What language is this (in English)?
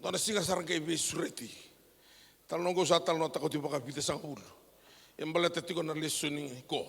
Fijian